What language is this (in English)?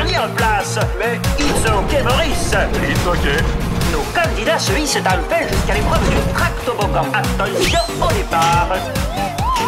French